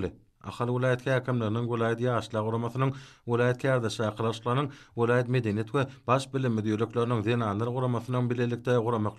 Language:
Turkmen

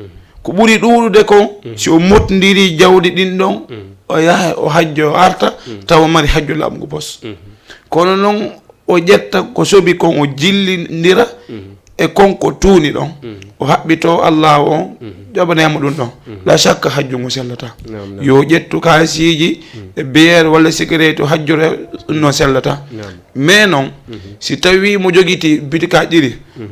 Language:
Fula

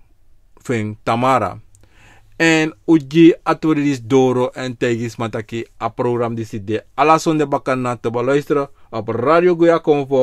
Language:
Sranan Tongo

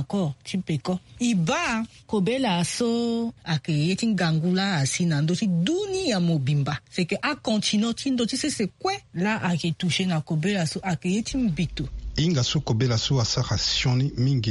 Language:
Sango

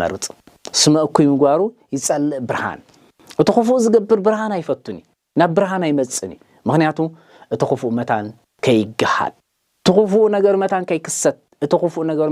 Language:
Tigrinya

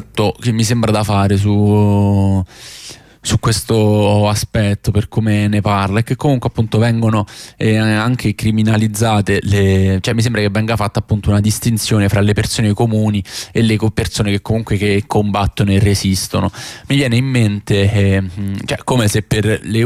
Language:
Italian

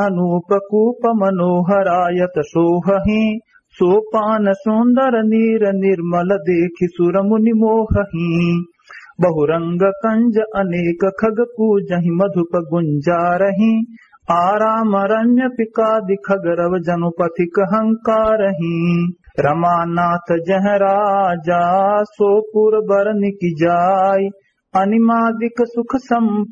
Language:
Awadhi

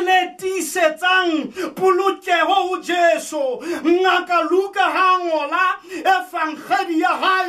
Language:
Southern Sotho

